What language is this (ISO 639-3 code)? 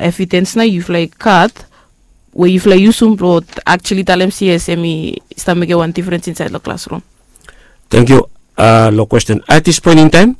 bis